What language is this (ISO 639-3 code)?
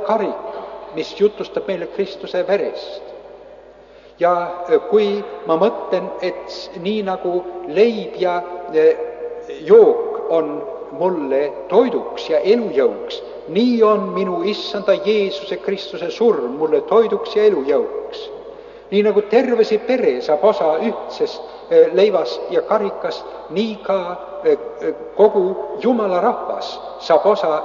est